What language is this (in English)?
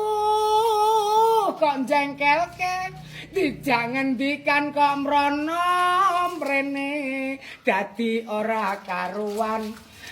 Javanese